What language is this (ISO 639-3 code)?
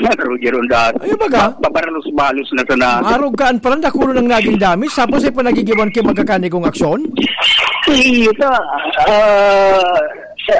bik